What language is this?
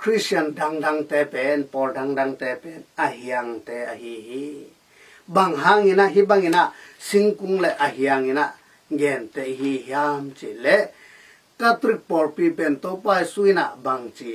Tedim Chin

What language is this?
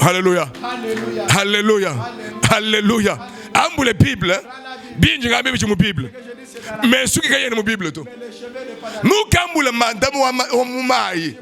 Luba-Lulua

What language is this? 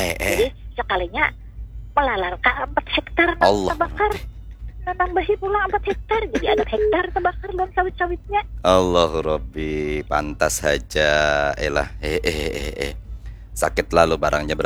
Banjar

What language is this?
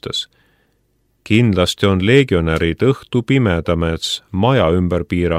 Estonian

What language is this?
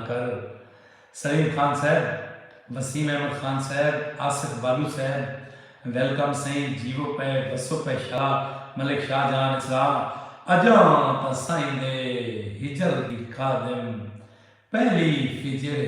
Saraiki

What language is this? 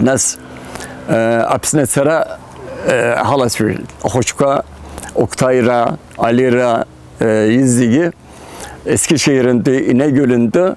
Abkhazian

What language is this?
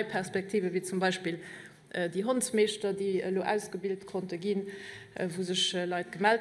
Luxembourgish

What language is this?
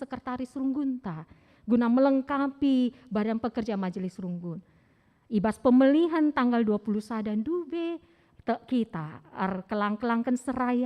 Batak Karo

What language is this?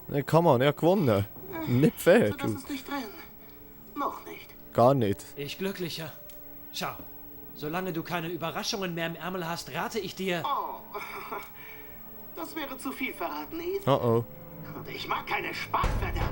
Swiss German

